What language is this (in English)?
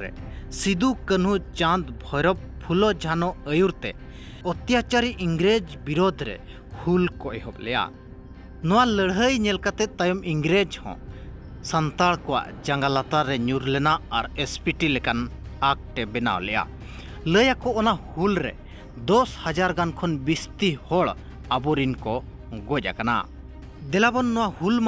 Santali